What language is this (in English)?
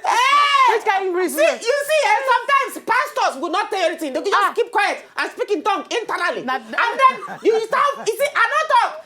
Nigerian Pidgin